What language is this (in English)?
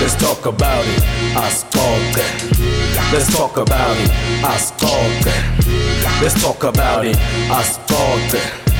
English